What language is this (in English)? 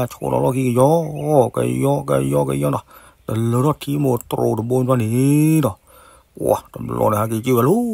S'gaw Karen